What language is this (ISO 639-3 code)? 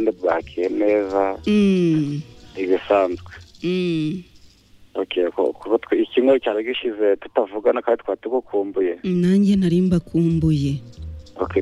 kin